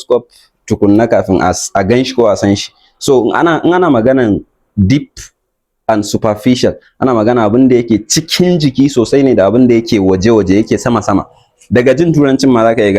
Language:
Hausa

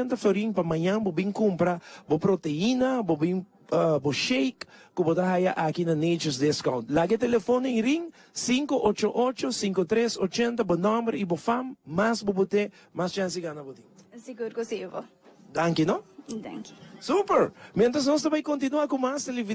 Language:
Papiamento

